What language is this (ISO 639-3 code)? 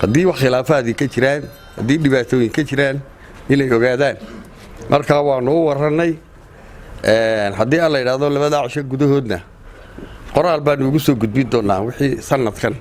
som